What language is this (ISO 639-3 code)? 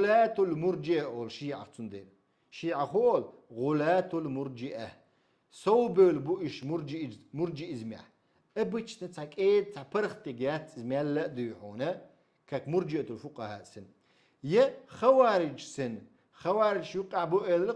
che